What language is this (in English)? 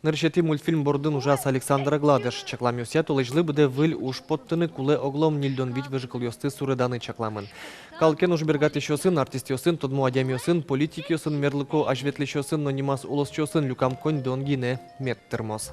Udmurt